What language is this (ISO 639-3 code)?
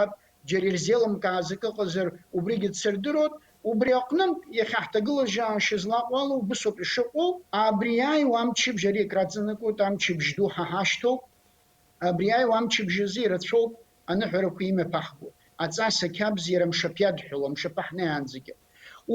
abk